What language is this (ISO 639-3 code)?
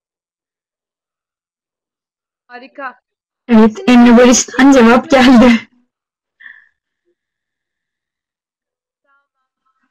tur